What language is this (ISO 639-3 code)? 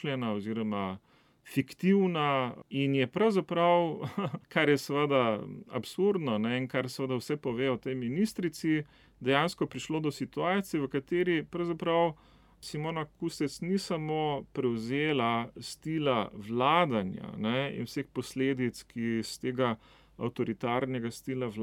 slv